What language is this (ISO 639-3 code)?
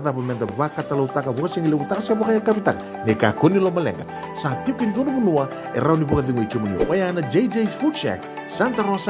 fij